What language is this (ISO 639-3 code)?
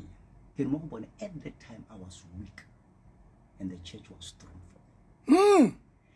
sot